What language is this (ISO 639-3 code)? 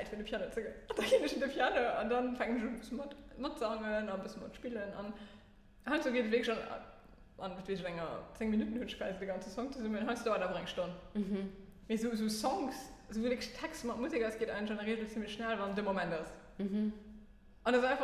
ltz